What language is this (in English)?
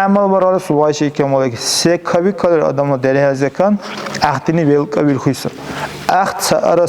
Dargwa